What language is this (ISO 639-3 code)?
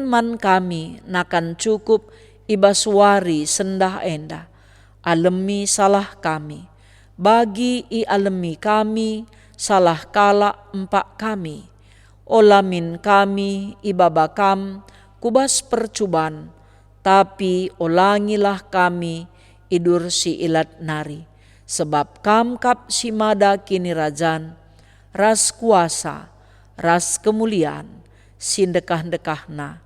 btx